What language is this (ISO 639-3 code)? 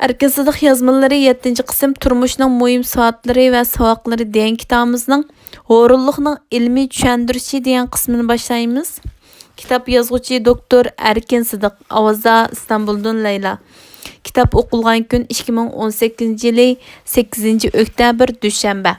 uig